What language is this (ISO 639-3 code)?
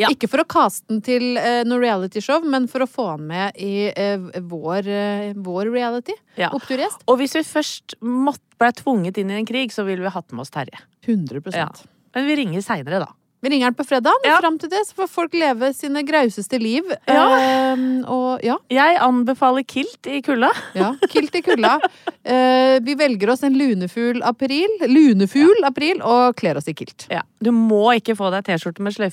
nor